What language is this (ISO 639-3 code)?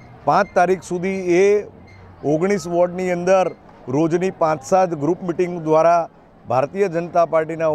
guj